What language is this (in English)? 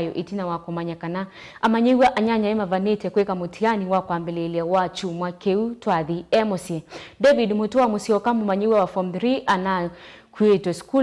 Kamba